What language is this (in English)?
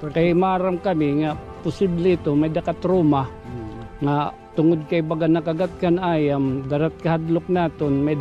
Waray